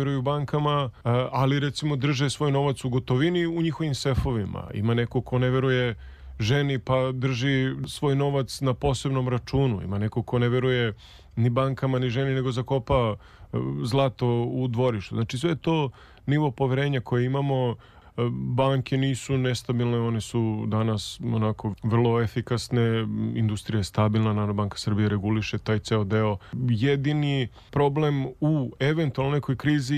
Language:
Serbian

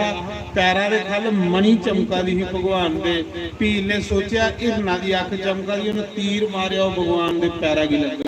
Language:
Dogri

